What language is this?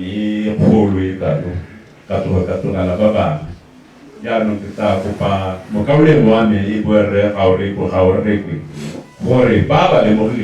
Tswana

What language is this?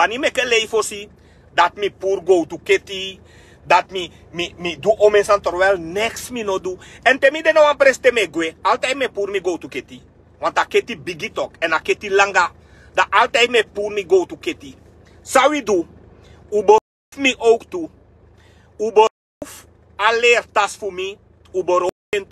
Sranan Tongo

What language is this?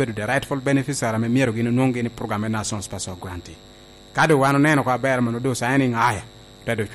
Lango (Uganda)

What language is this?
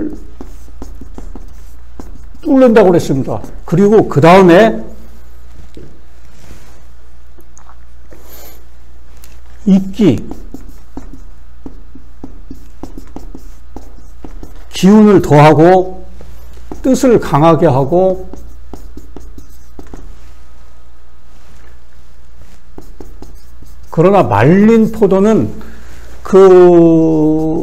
Korean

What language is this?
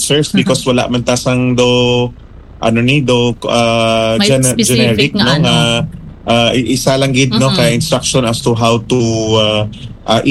Hiligaynon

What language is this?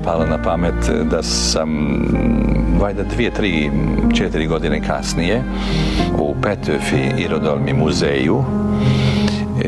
Croatian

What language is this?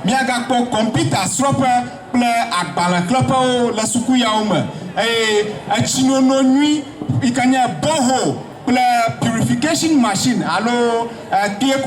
Ewe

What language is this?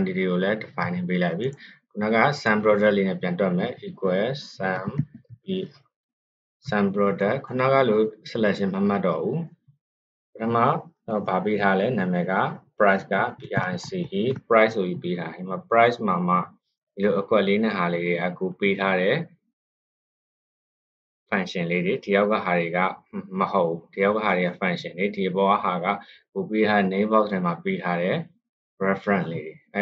Burmese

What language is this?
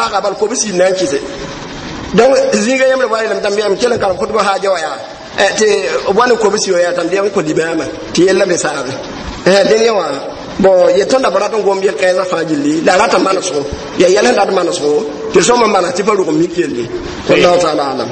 Mossi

